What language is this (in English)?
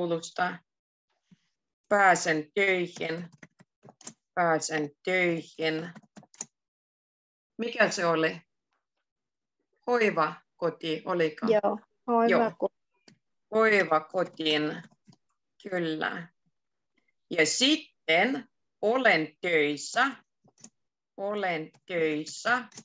Finnish